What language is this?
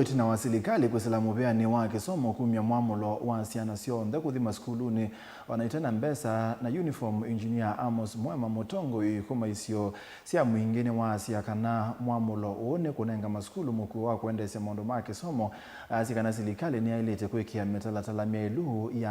Kamba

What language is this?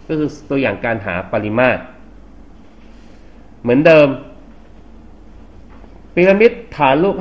Thai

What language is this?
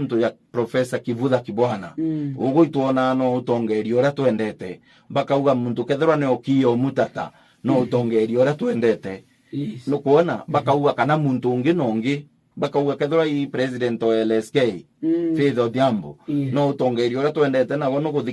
Meru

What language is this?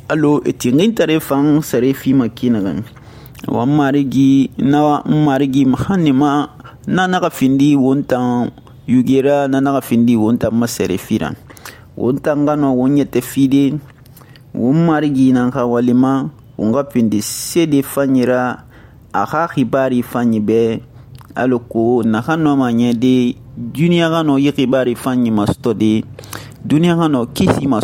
Susu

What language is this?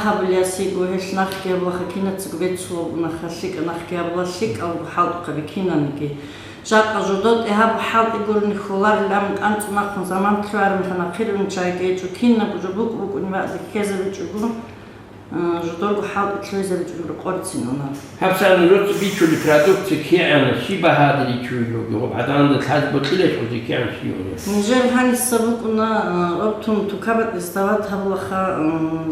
Avaric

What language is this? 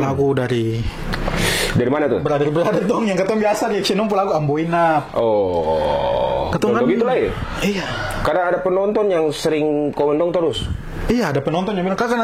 Ambonese Malay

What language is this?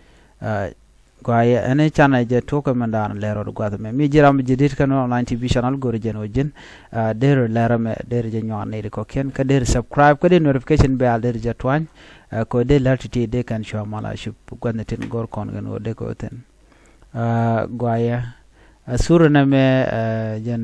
Nuer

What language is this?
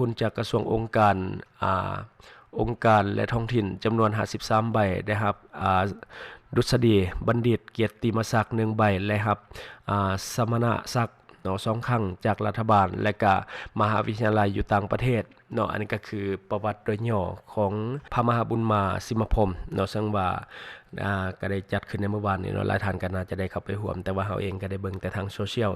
Lao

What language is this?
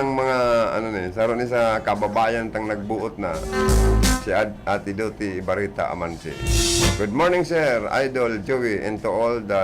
Bikol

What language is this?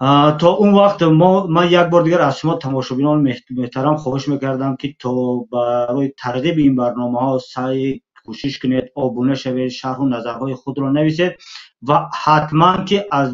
Tajik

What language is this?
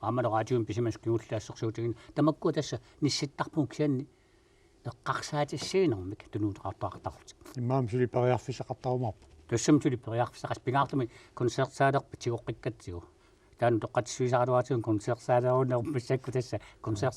Kalaallisut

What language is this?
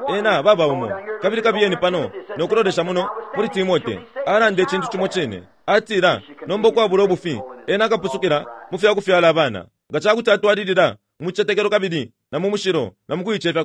Bemba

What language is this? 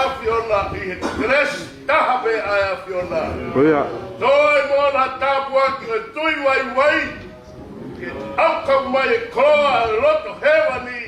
Tongan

